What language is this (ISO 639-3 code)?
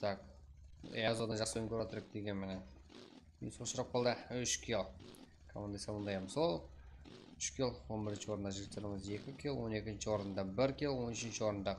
kaa